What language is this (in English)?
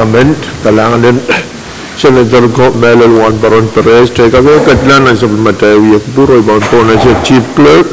Pohnpeian